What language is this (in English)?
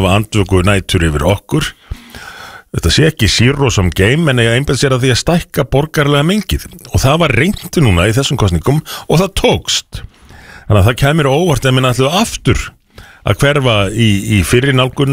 Icelandic